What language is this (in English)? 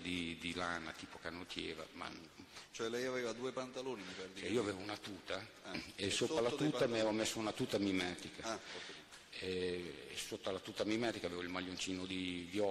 Italian